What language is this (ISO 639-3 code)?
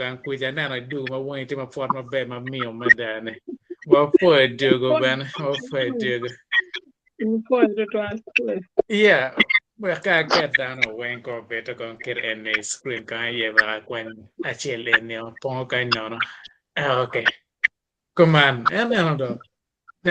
ach